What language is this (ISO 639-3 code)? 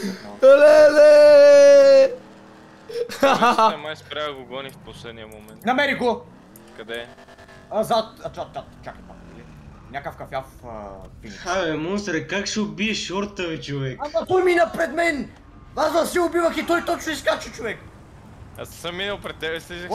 bul